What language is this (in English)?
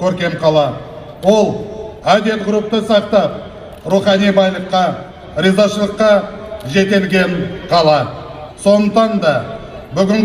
Kazakh